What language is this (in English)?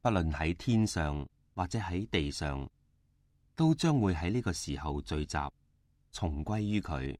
Cantonese